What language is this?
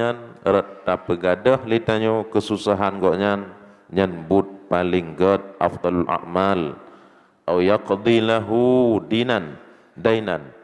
Achinese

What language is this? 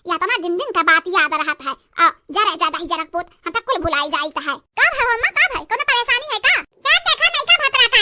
Awadhi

